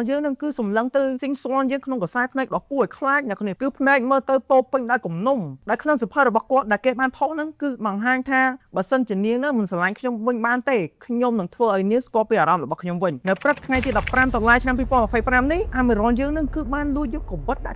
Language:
Khmer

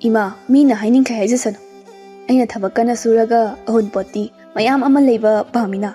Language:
Manipuri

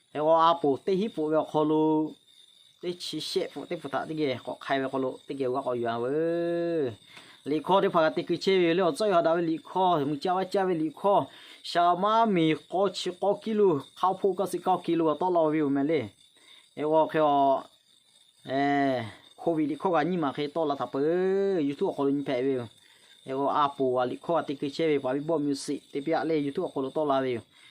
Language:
Lahu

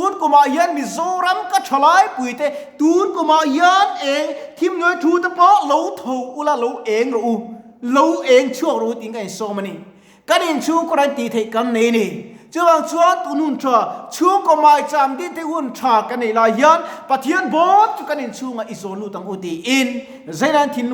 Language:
Mizo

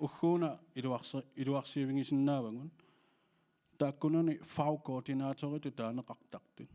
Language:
Kalaallisut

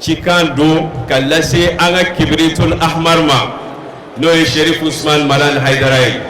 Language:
Bambara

